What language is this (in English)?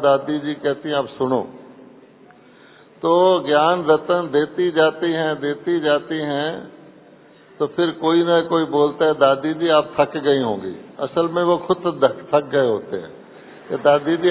Hindi